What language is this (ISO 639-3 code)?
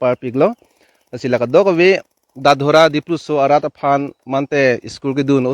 mjw